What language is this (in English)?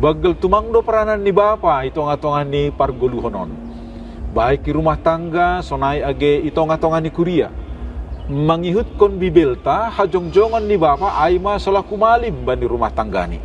Batak Simalungun